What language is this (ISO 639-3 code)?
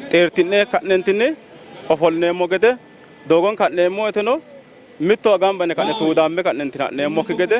sid